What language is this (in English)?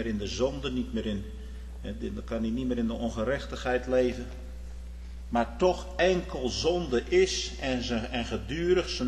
Dutch